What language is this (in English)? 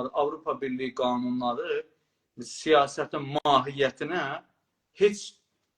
South Azerbaijani